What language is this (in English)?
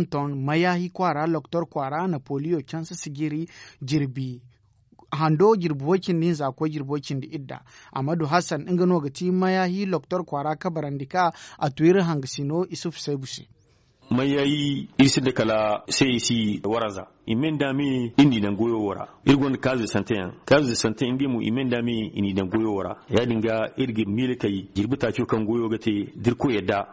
Zarma